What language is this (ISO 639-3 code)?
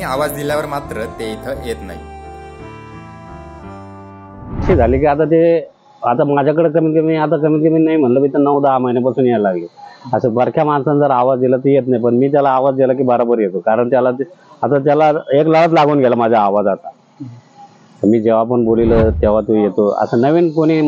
mar